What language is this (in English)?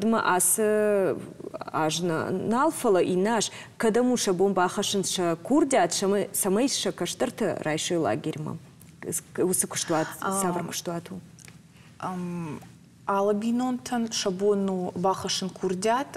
Ossetic